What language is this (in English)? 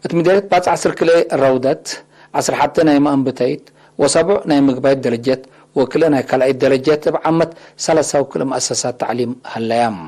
Tigre